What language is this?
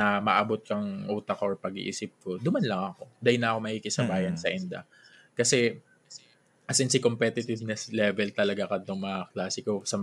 Bikol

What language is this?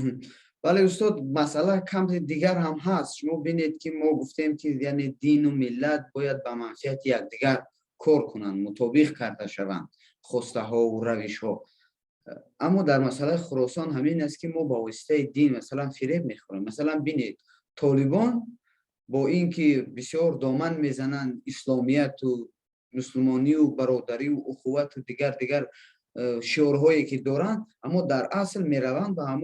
Persian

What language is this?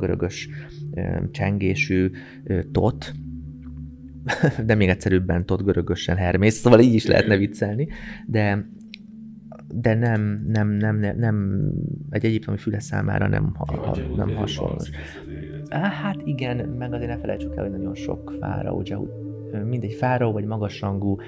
Hungarian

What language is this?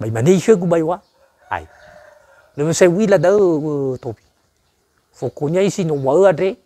Nias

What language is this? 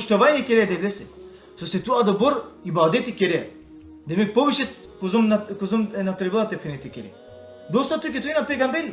Balkan Romani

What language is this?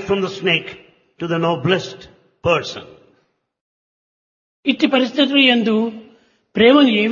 Telugu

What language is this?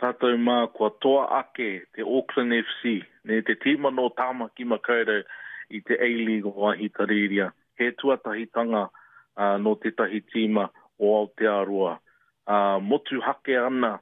Māori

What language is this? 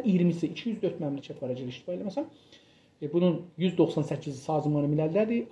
South Azerbaijani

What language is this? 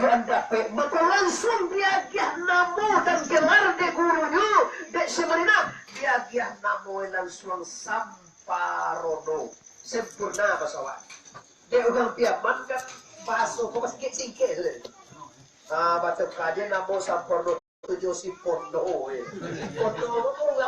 Minangkabau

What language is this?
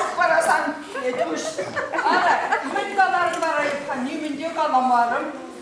Chuvash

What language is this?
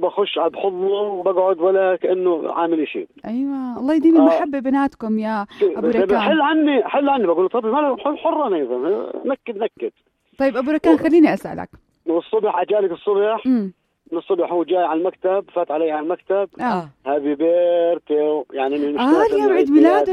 North Levantine Arabic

